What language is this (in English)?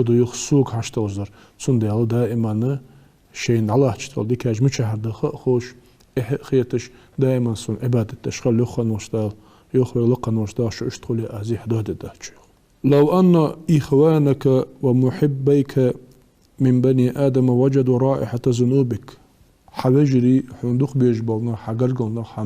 Ingush